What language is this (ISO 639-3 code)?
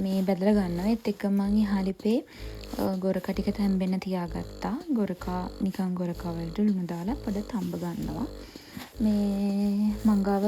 sin